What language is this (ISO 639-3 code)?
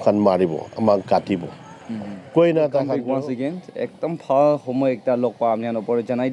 nag